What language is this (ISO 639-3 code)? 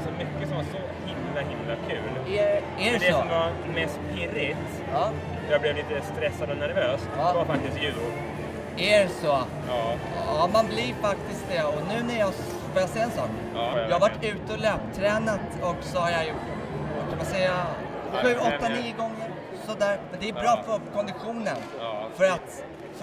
swe